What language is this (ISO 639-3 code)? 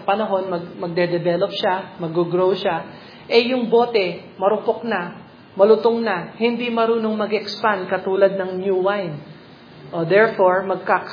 fil